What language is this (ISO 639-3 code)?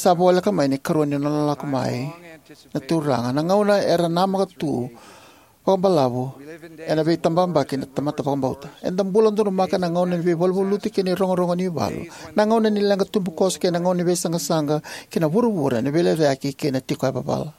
fij